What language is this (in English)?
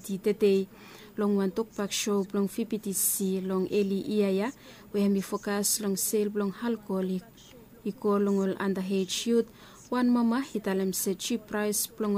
Bislama